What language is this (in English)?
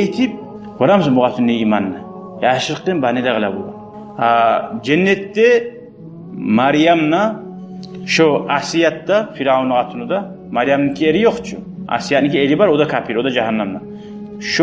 Kumyk